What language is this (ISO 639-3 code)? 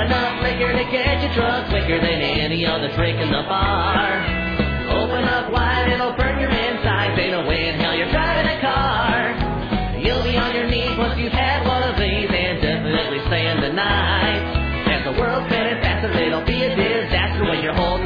eng